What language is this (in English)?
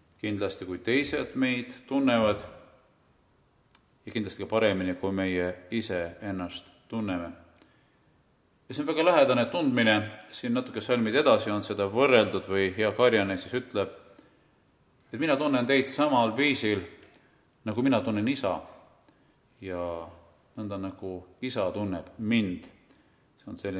Estonian